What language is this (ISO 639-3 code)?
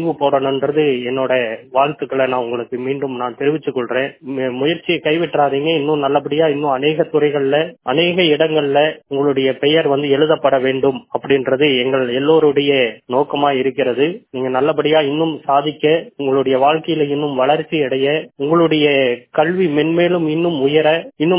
tam